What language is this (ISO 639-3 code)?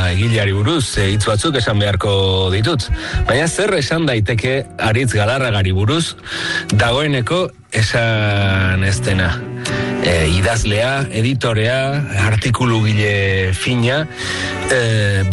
eus